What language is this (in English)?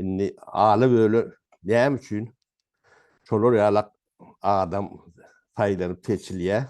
Turkmen